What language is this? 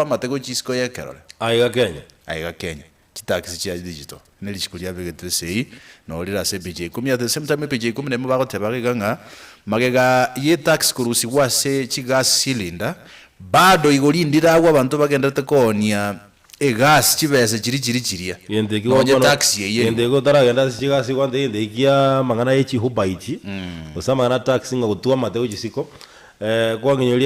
Gusii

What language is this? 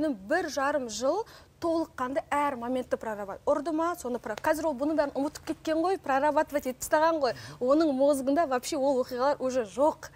Kazakh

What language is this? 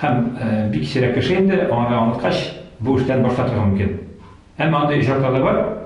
Tatar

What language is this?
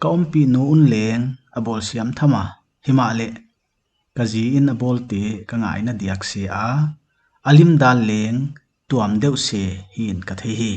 Paite Chin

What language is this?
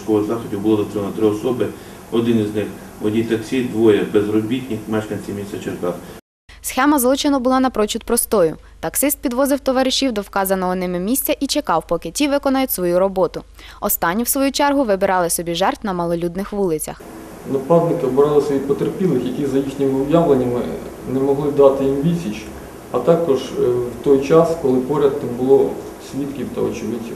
Ukrainian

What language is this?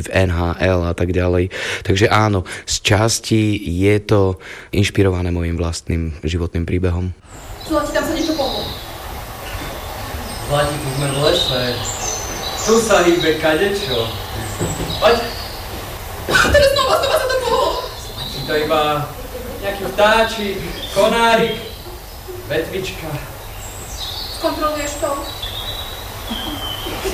Slovak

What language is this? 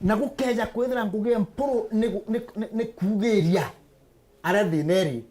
Meru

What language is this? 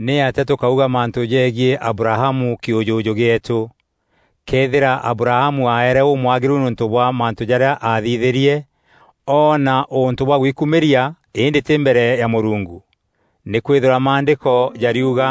Meru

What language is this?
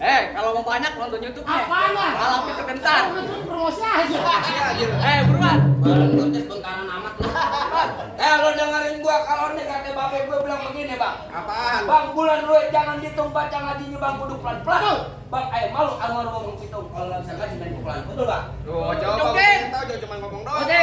Betawi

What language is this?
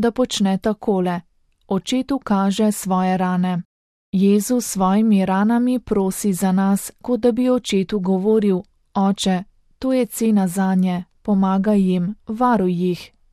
Slovenian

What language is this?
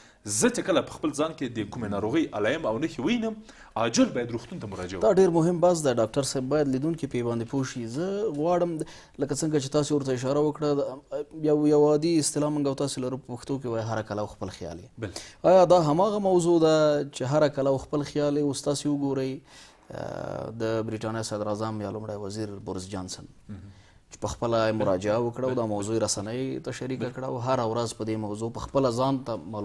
Pashto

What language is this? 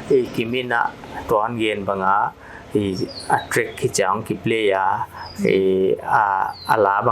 Paite Chin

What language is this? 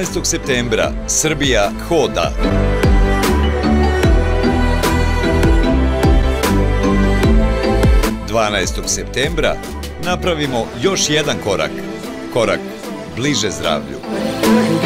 Serbian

